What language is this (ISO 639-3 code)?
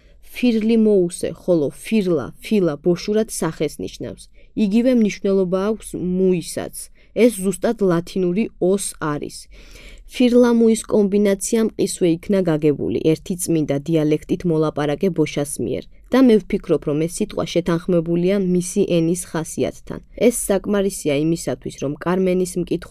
kat